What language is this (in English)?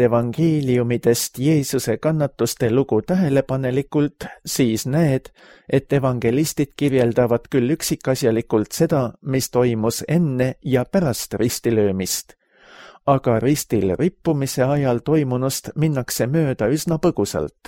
Estonian